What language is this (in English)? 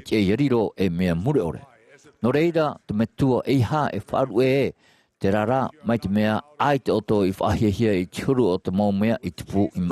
Tahitian